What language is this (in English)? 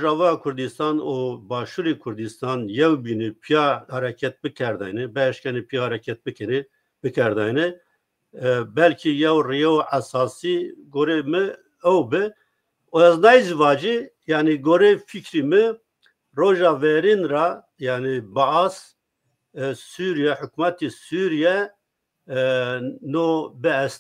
Zaza